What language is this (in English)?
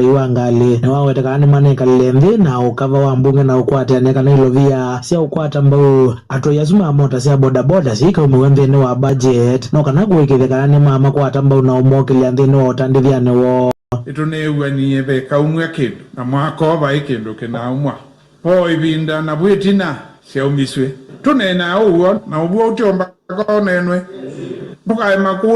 Kamba